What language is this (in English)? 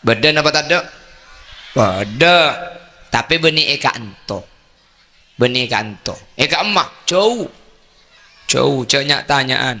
Madurese